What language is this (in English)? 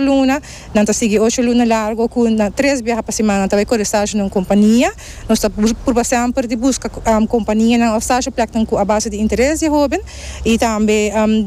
Papiamento